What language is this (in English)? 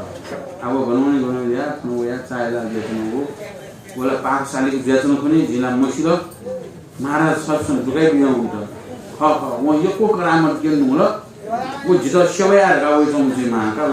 Newari